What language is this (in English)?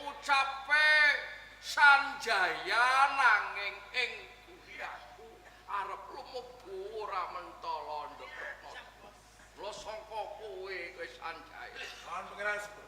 Javanese